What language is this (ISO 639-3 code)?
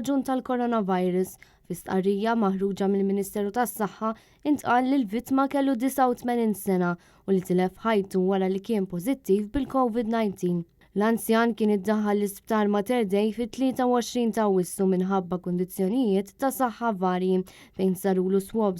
mlt